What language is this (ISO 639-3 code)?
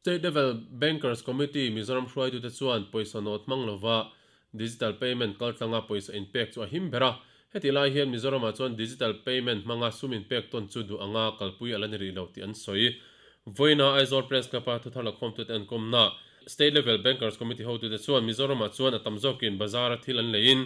lus